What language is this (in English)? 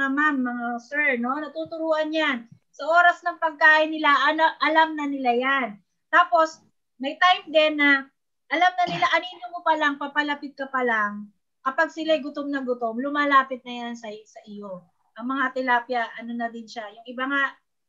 Filipino